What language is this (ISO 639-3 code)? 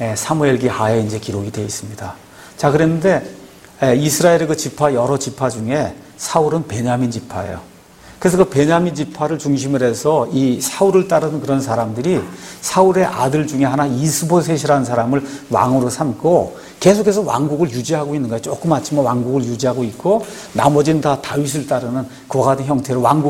kor